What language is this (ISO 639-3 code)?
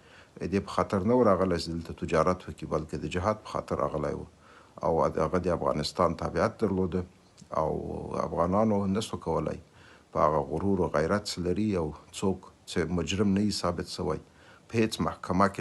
pus